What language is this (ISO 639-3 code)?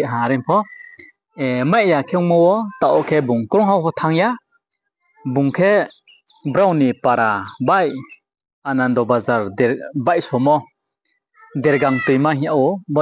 ria